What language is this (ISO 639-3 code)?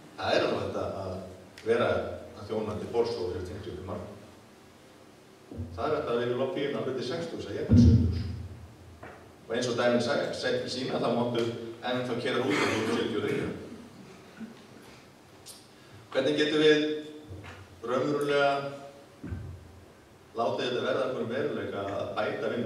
isl